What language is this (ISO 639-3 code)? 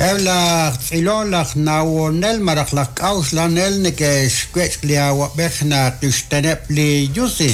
kek